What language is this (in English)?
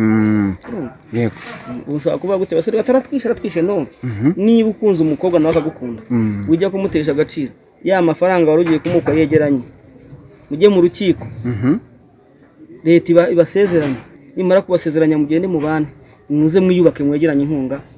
Kinyarwanda